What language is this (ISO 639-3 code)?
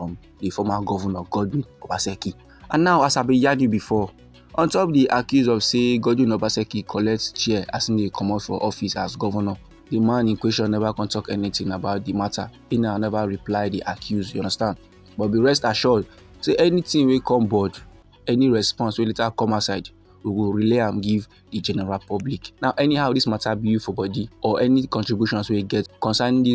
pcm